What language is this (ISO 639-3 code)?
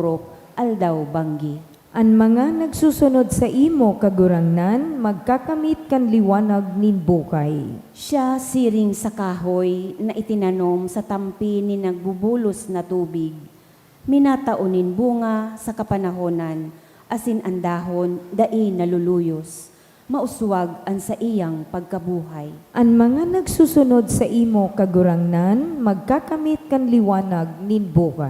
bik